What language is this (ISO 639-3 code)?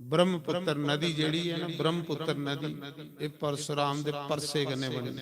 doi